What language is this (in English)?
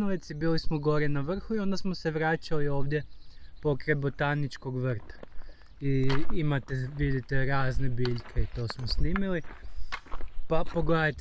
Croatian